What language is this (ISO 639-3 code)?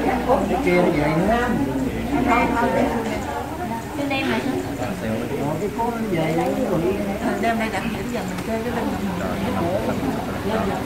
vie